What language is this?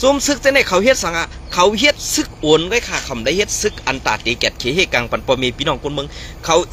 Shan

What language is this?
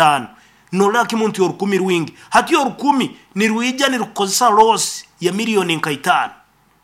Nyankole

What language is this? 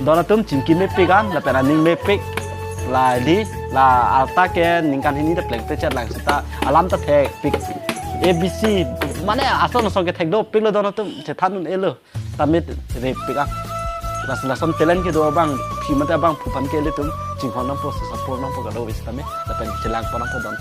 Karbi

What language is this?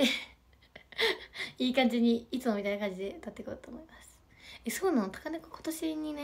Japanese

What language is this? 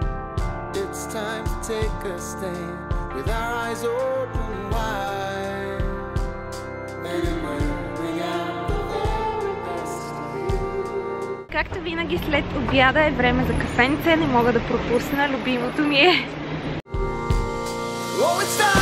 Bulgarian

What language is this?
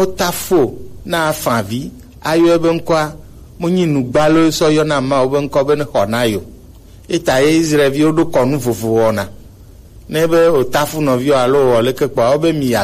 Gen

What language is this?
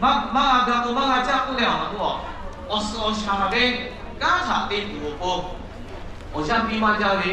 Lahu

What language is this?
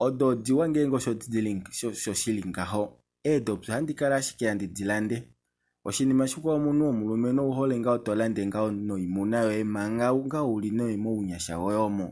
Kuanyama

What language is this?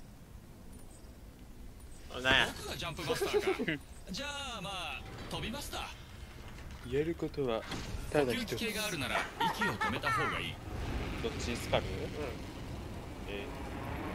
Japanese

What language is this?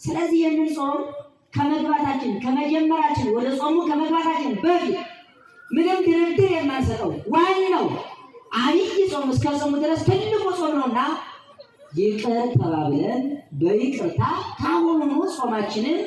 Amharic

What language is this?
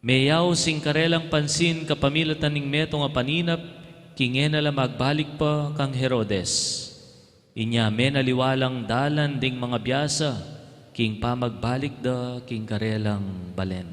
Pampanga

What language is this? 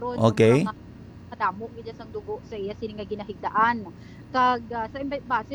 Hiligaynon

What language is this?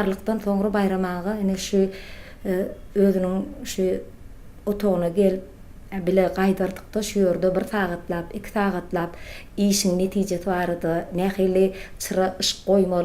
Turkmen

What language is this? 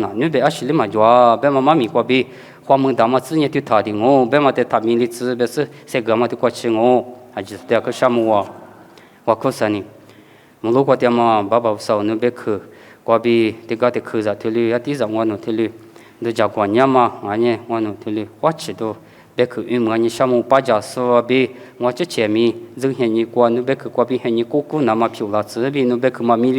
Lisu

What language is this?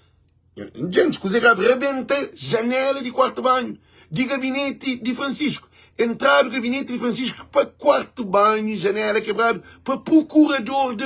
Kabuverdianu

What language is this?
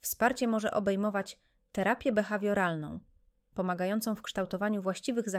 Polish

